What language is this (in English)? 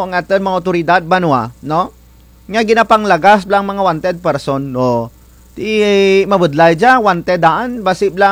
Kinaray-a